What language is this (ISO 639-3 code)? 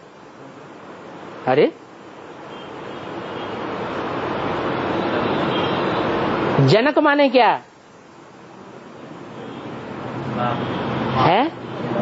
hin